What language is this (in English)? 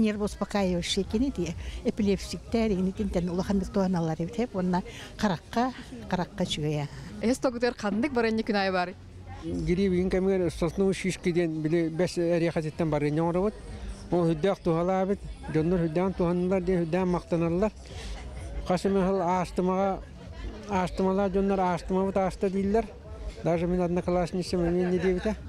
Yakut